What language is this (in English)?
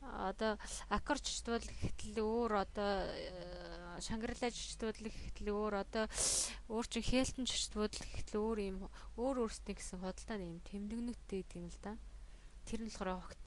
Mongolian